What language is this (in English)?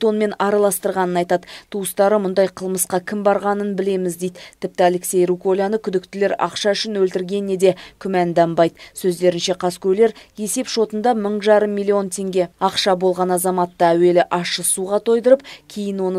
Kazakh